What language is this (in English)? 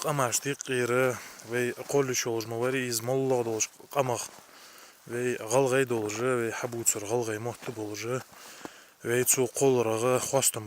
Ingush